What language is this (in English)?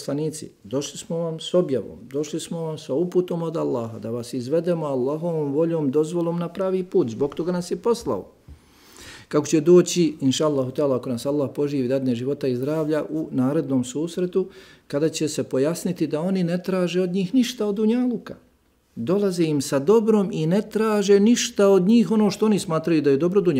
Bosnian